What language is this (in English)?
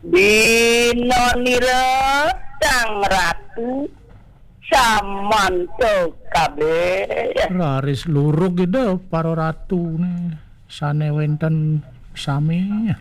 Balinese